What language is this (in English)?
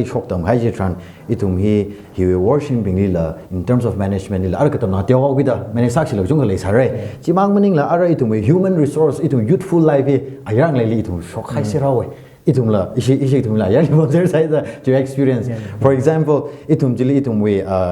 Tangkhul Naga (India)